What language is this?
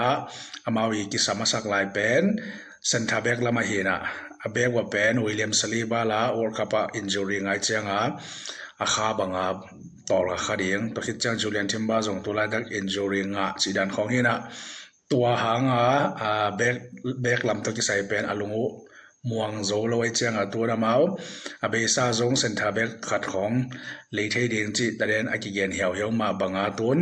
Tedim Chin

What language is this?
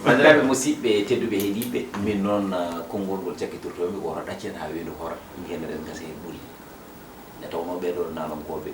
Fula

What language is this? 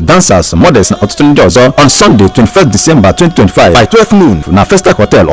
Igbo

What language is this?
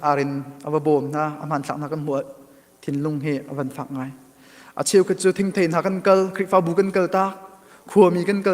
Hakha Chin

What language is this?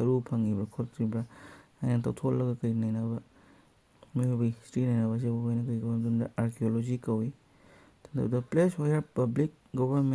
Manipuri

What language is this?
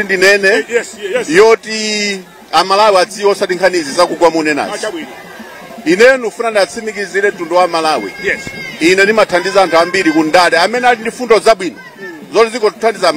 Nyanja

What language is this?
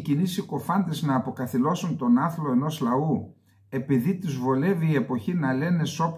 Greek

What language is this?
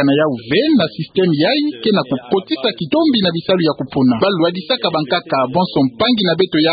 Kituba (Democratic Republic of Congo)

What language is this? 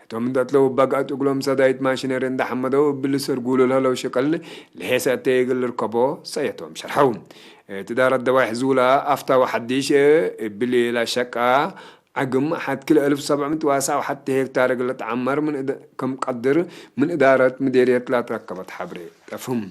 Tigre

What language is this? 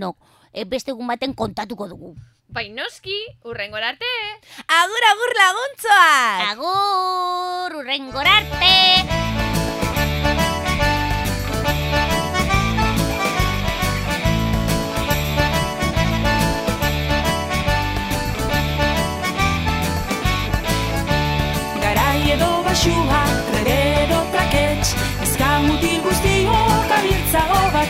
Basque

